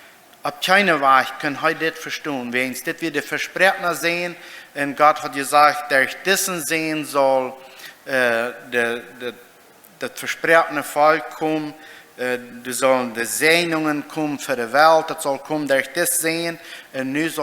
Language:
Plautdietsch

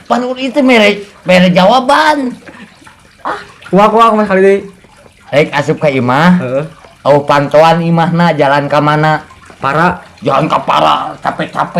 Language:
Sundanese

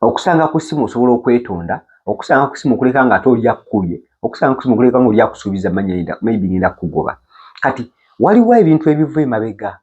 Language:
Ganda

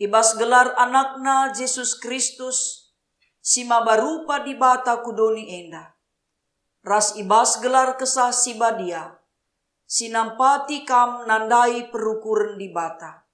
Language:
Batak Karo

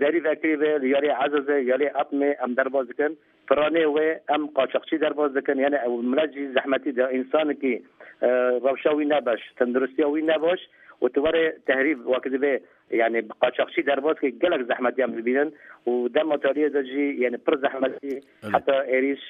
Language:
Kurdish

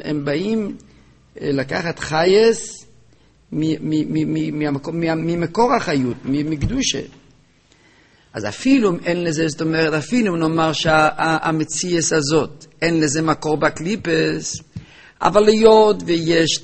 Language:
Hebrew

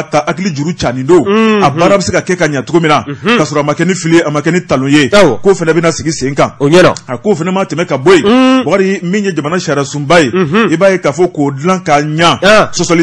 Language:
Bambara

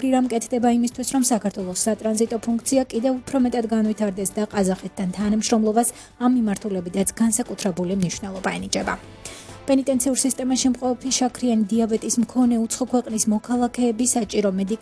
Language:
Georgian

